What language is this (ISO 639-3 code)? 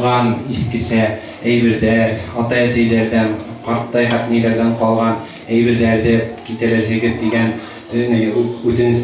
bak